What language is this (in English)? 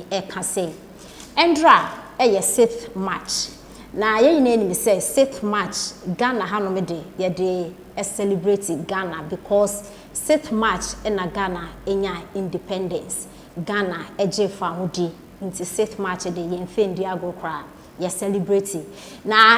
Akan